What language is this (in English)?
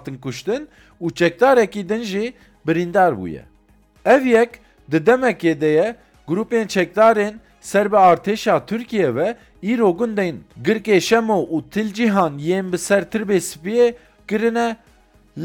Kurdish